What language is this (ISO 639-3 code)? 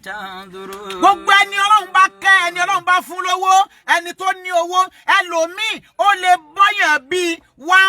yor